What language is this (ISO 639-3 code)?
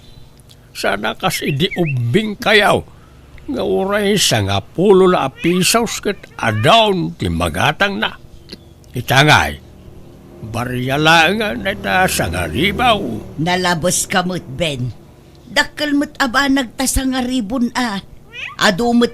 ilo